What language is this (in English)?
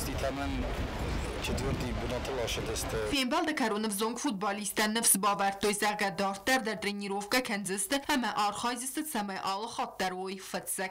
Ossetic